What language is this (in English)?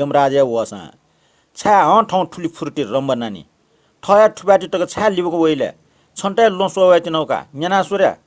Newari